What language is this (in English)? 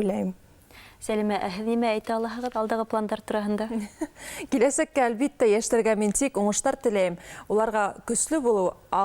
Bashkir